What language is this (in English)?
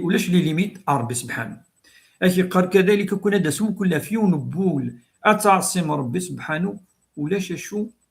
Kabyle